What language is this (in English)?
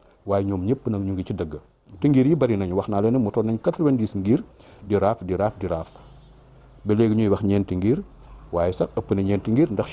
Wolof